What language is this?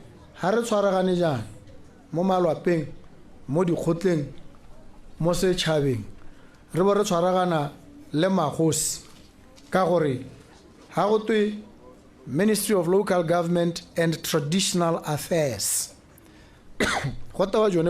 Tswana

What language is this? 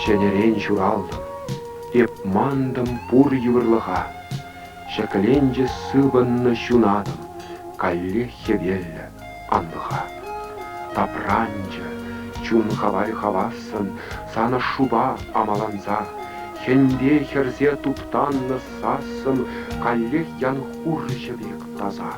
Chuvash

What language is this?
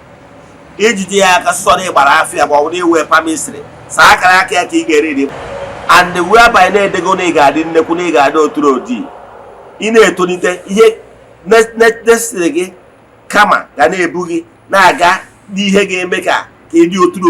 Igbo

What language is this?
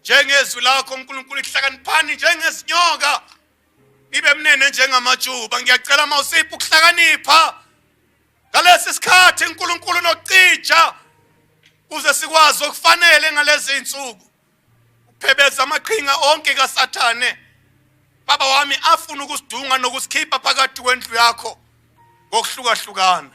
Zulu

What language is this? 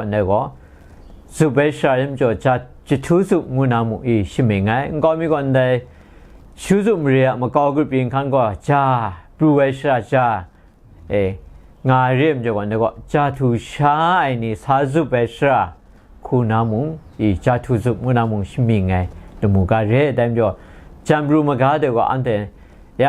Kachin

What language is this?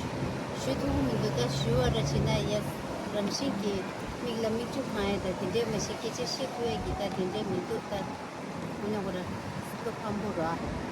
Tibetan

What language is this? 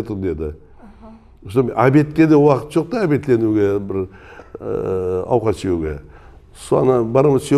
Kara-Kalpak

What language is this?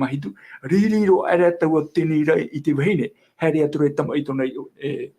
Tahitian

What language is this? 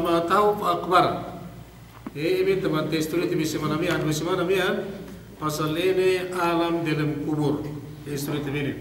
Yakan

